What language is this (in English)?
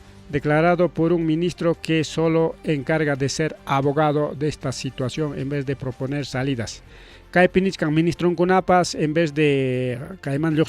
Ayacucho Quechua